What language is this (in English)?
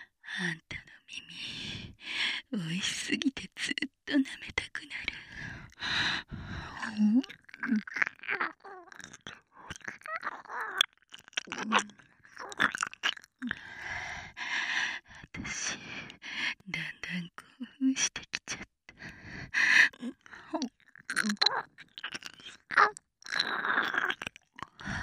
Japanese